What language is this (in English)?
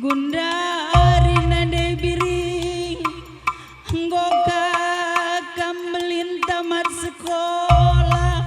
Batak Karo